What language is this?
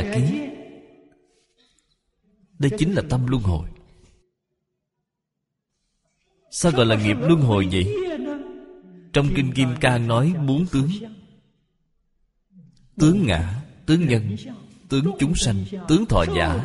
Vietnamese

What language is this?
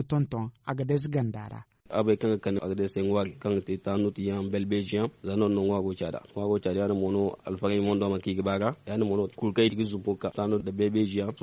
Zarma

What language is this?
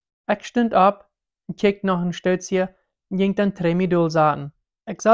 Plautdietsch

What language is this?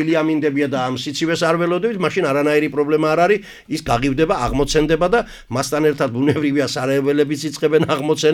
Georgian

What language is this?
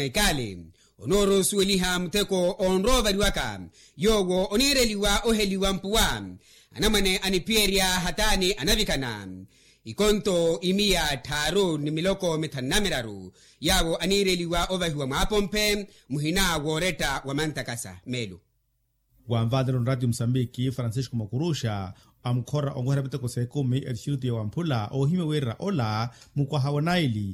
Makhuwa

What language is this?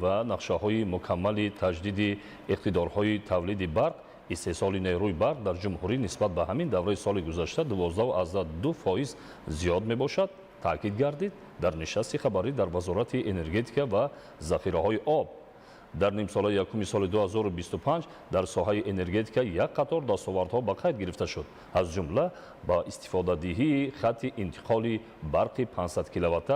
Tajik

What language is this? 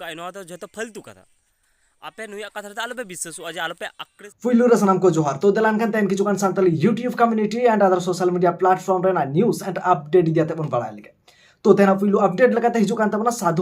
Santali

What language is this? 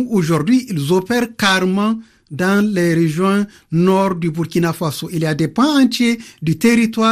French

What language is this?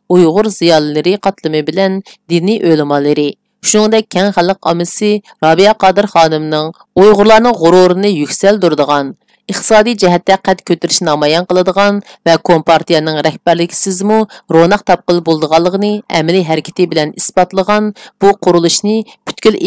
Uyghur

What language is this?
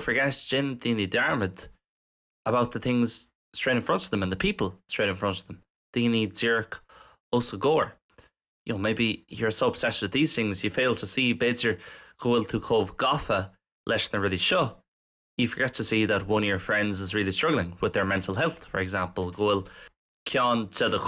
Irish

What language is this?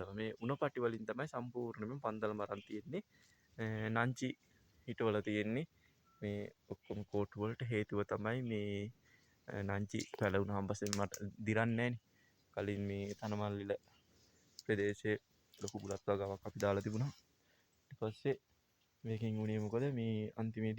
Sinhala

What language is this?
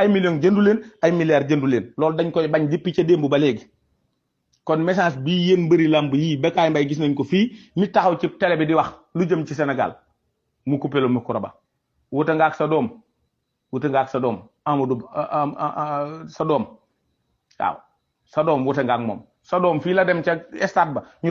Wolof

